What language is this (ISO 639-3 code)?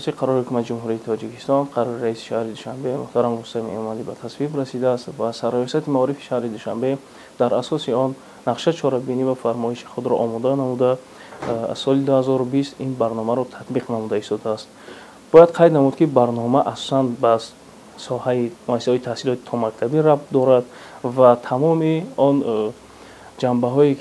tgk